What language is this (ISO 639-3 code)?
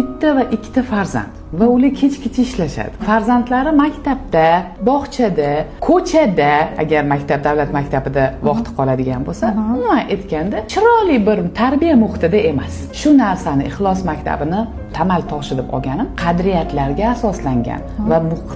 uzb